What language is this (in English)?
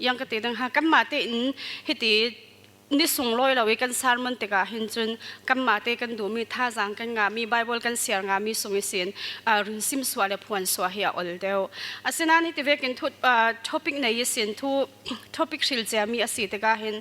Falam Chin